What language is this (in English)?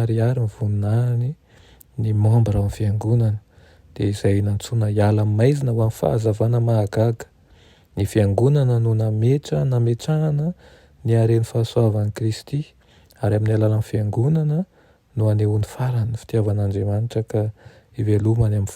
Malagasy